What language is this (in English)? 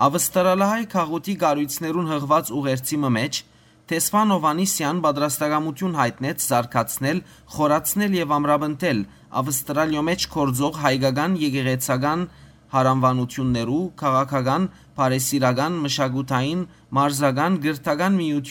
Western Armenian